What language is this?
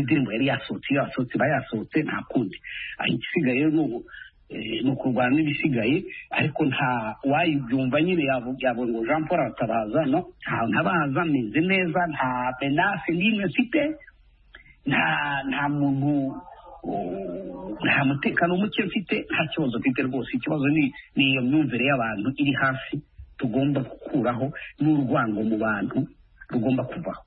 Kinyarwanda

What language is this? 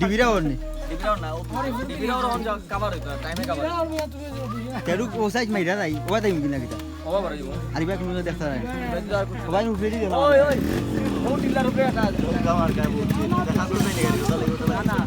Sylheti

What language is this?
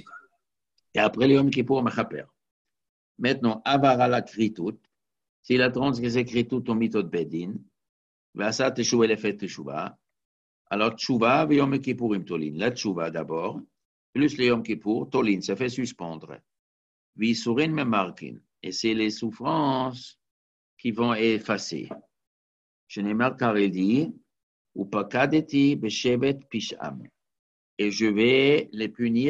French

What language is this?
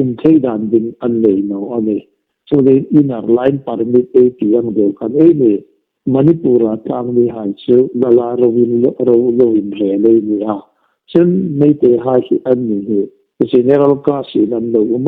Hmar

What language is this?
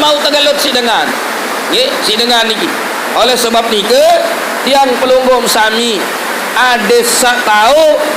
Sasak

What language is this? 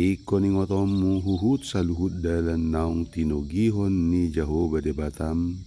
Batak Toba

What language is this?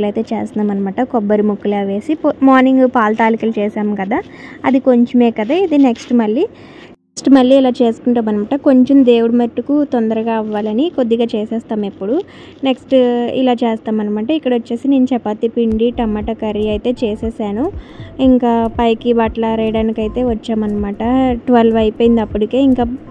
Telugu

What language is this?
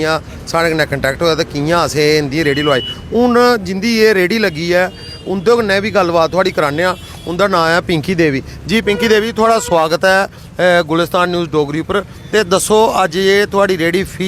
Dogri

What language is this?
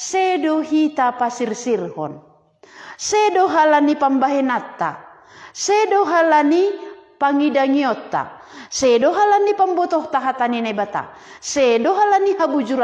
Batak Simalungun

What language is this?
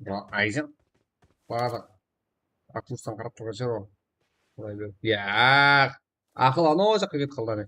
Kara-Kalpak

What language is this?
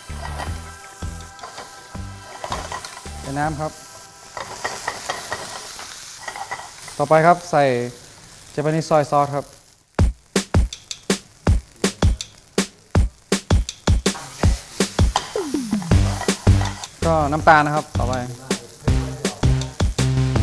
Thai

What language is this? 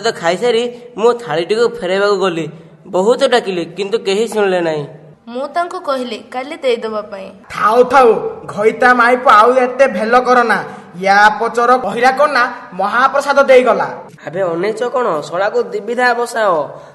Odia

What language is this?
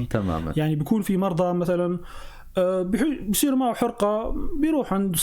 North Levantine Arabic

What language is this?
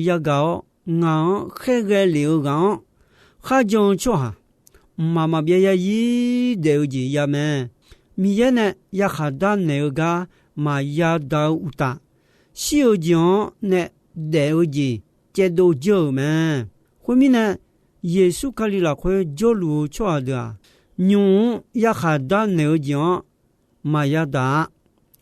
Akha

